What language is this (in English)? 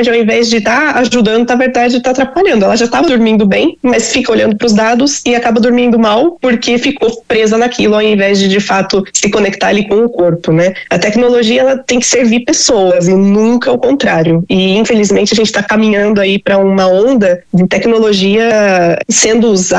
Portuguese